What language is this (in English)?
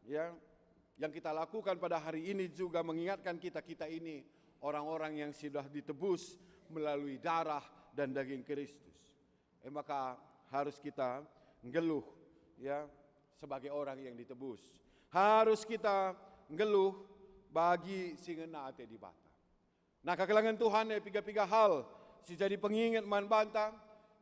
Batak Karo